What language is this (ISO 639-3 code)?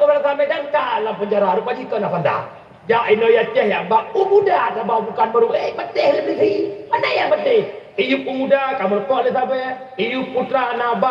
ace